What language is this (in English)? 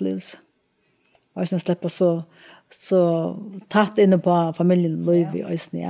Faroese